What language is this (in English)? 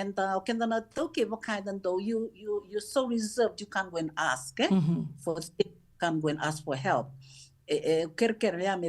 Fijian